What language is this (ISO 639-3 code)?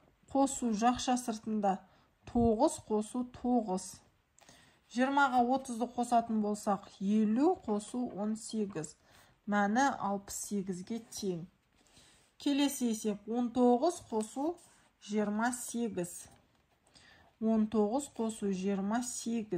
kaz